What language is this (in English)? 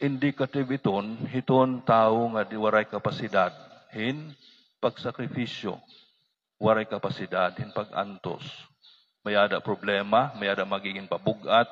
Waray